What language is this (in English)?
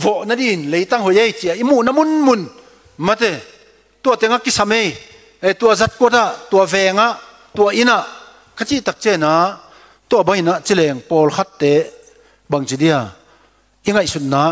Tedim Chin